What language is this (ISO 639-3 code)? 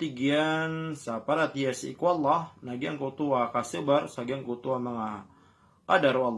mrw